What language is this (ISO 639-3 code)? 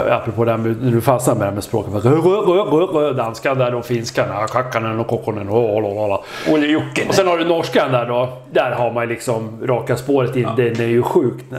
swe